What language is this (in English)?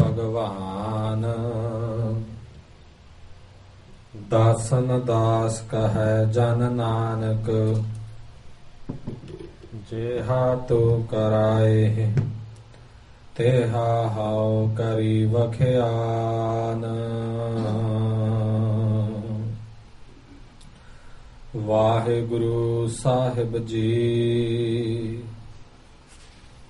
Punjabi